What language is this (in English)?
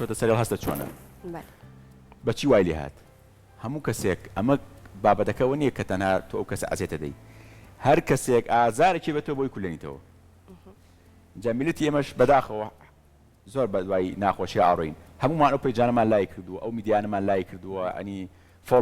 Central Kurdish